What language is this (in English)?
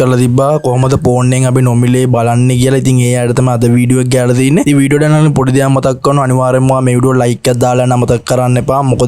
Sinhala